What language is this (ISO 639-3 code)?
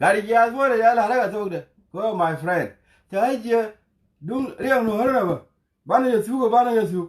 nus